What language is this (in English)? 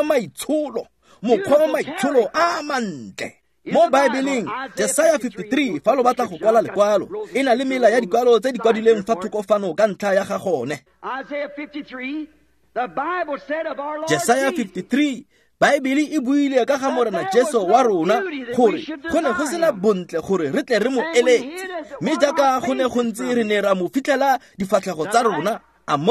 Tswana